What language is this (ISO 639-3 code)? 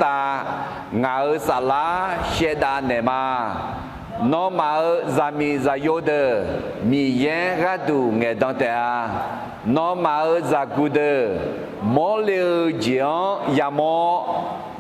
ahk